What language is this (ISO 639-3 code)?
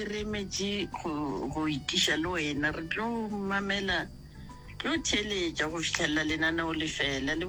nso